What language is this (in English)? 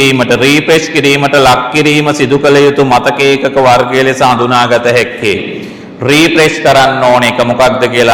Sinhala